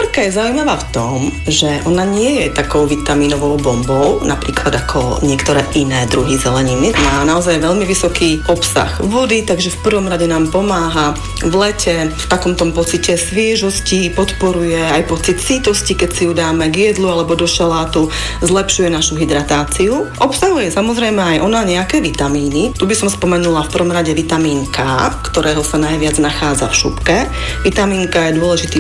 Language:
Slovak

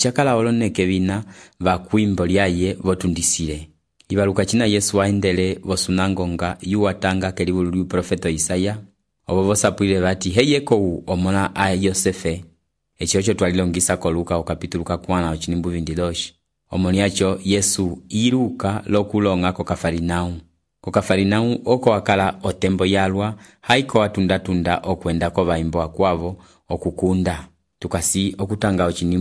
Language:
Umbundu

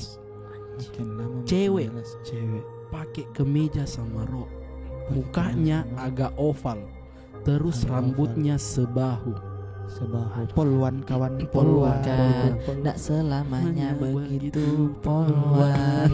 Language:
Makassar Malay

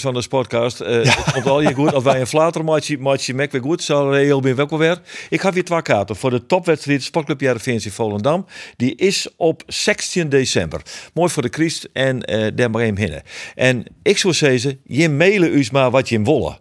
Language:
Western Frisian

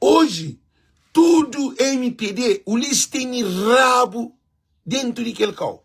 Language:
Kabuverdianu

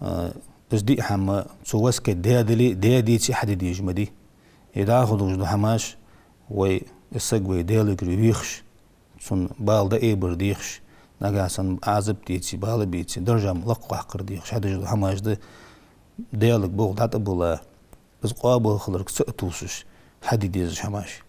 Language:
Ingush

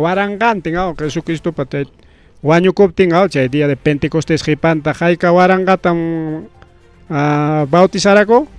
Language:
Ayacucho Quechua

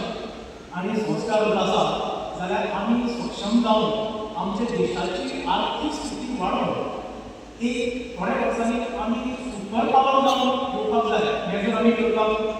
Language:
Konkani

